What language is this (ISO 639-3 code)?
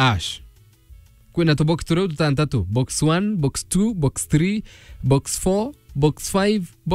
mer